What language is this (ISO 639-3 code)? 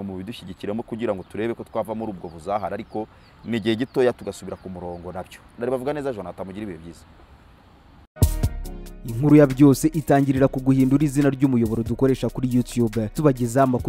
kin